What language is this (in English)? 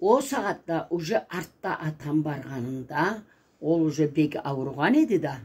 Karachay-Balkar